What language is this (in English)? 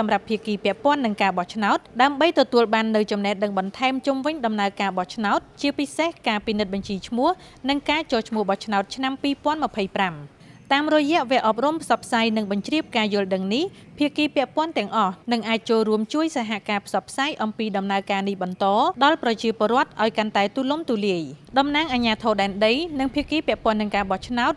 Khmer